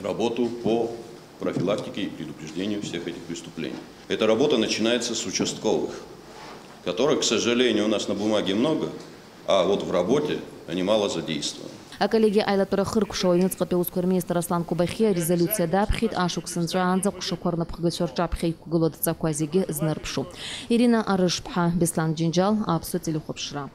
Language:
Abkhazian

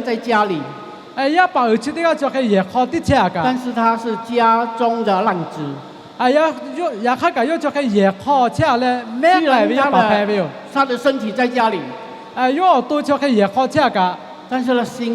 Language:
Lahu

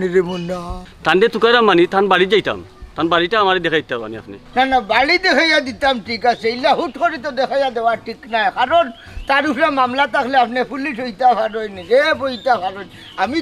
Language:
Sylheti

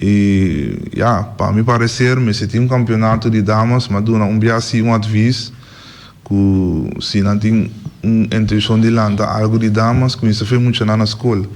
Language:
Papiamento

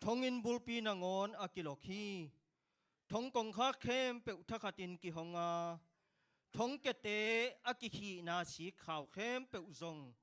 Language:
Tedim Chin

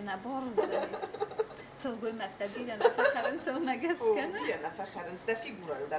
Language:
Ossetic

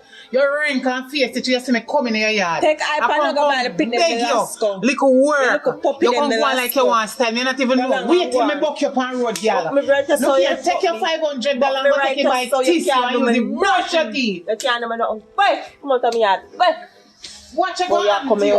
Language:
Jamaican Creole English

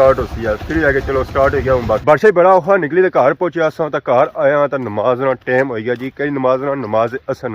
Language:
Pahari-Potwari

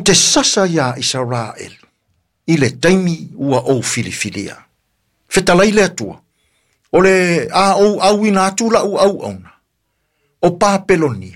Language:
Samoan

